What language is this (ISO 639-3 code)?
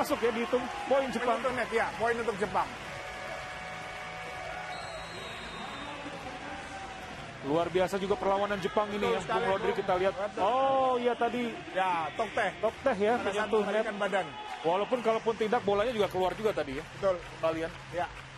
ind